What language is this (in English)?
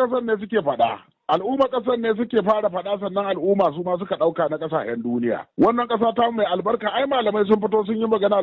Hausa